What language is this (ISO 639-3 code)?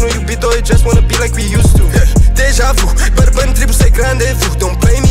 ron